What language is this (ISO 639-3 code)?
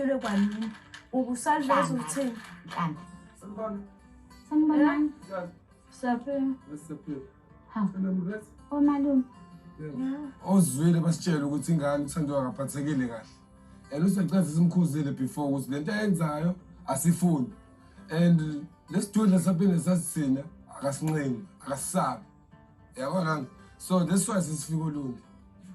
zul